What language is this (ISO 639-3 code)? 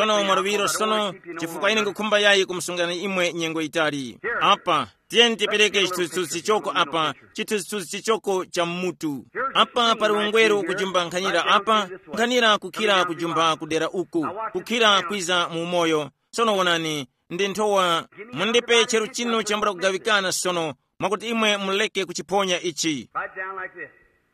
tum